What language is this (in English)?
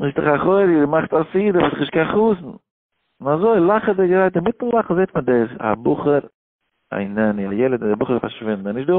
Yiddish